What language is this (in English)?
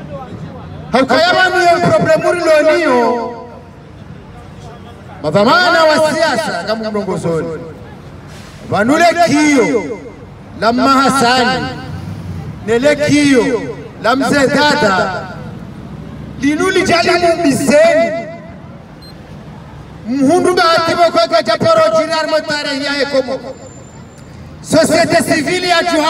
Swahili